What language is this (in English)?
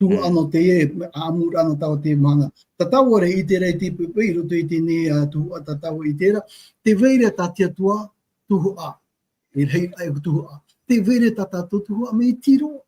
Tahitian